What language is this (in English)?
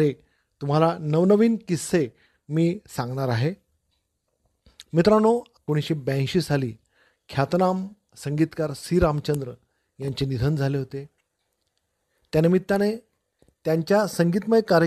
Marathi